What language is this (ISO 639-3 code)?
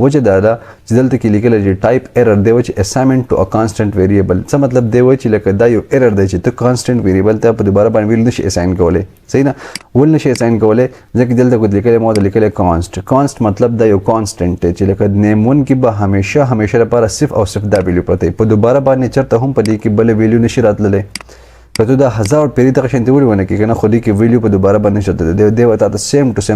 pus